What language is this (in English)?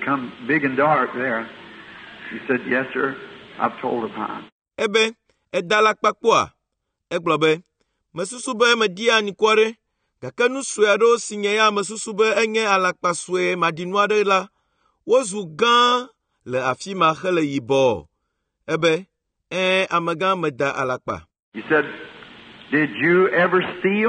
Ewe